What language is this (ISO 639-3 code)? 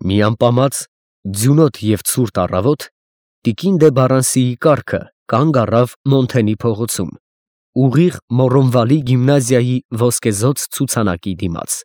hye